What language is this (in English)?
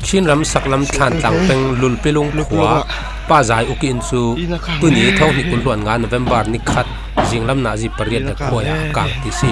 Falam Chin